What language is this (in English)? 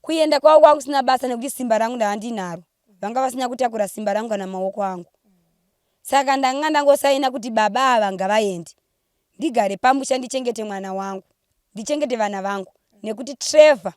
Shona